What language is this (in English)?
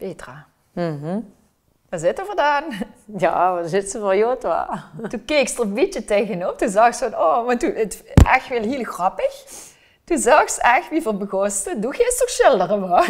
Limburgish